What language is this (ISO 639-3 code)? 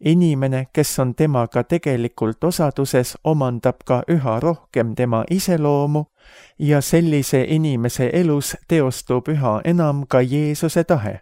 est